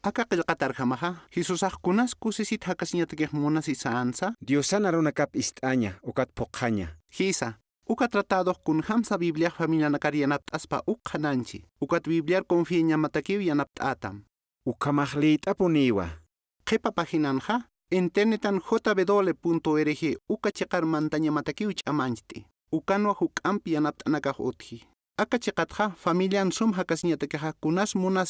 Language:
Aymara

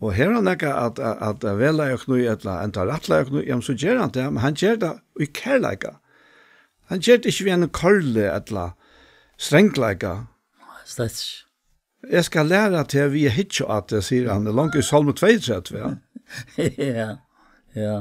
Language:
Faroese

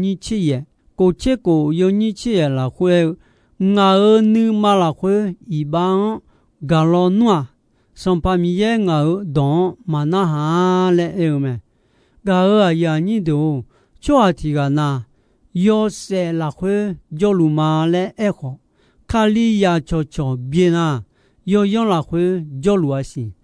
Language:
Akha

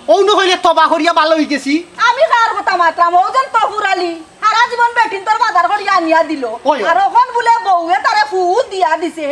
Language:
Sylheti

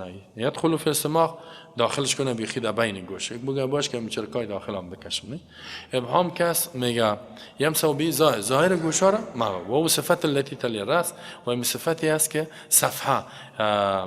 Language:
Persian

